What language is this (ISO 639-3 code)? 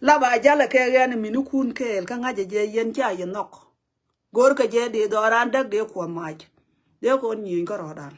nus